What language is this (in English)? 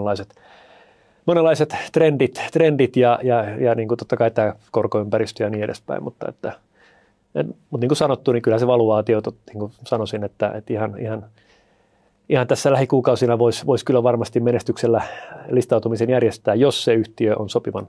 Finnish